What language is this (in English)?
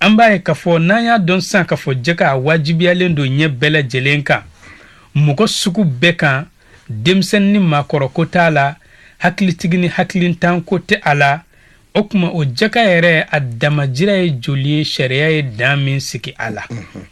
Bambara